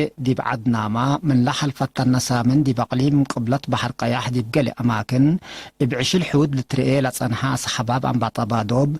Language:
Tigre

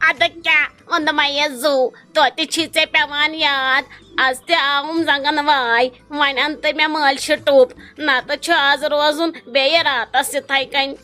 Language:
Kashmiri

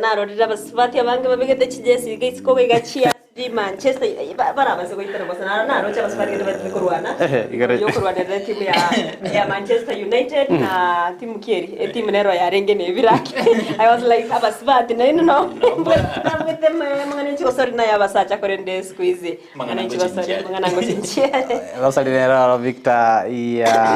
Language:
Gusii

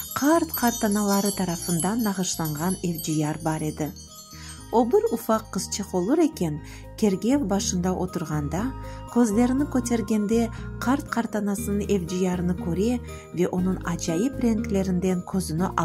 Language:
Crimean Tatar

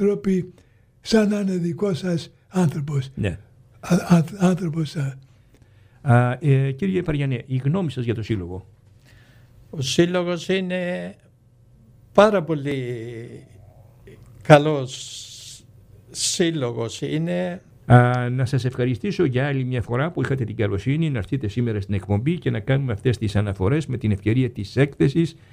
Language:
Greek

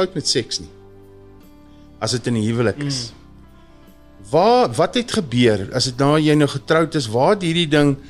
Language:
Afrikaans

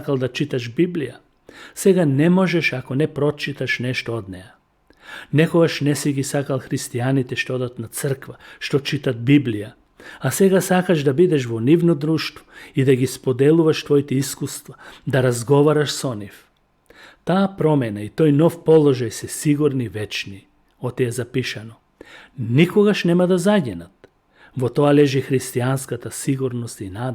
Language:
Macedonian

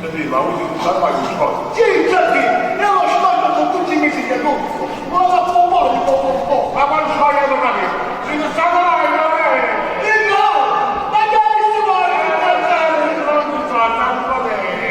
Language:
Neapolitan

